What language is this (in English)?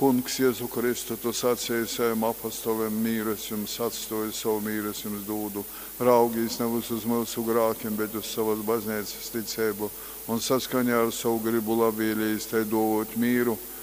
Latgalian